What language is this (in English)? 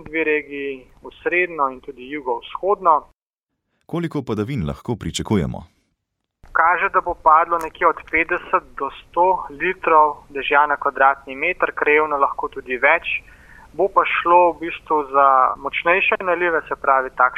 Slovenian